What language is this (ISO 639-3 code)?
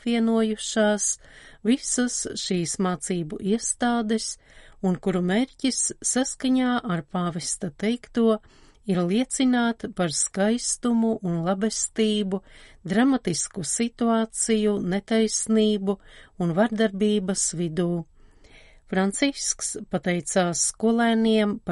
lav